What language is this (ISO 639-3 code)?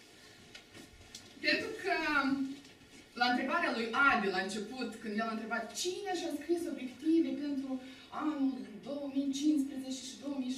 ron